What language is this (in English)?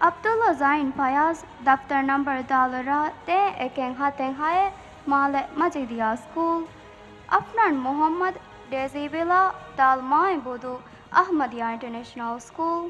Divehi